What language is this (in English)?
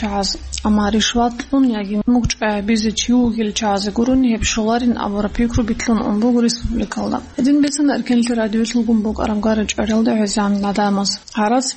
Avaric